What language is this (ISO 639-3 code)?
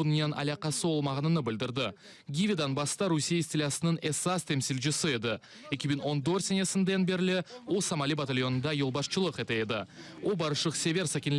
crh